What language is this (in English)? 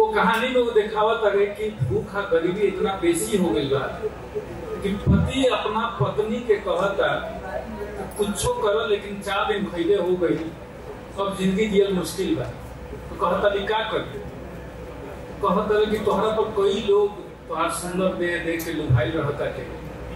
Bhojpuri